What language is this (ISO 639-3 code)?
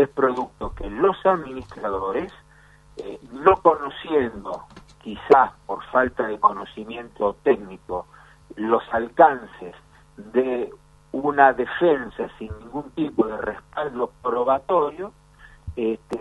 spa